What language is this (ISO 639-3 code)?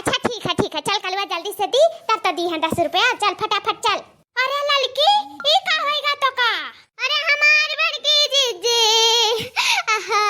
awa